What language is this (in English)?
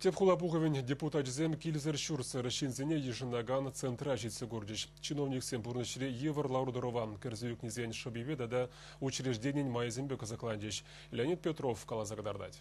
Chuvash